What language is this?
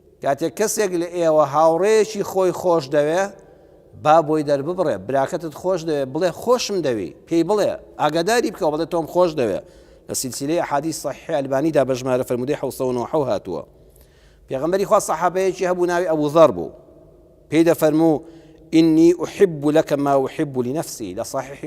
Central Kurdish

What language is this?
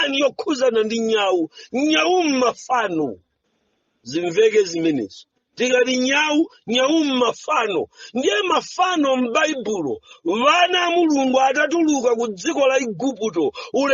Nyanja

